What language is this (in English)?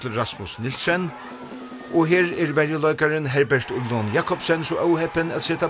Faroese